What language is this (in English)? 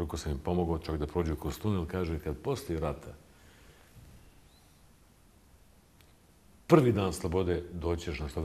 Bosnian